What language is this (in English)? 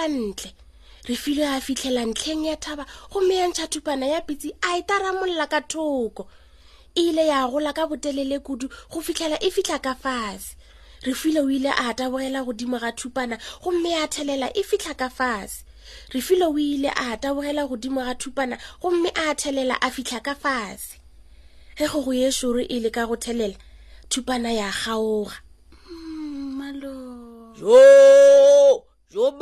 Northern Sotho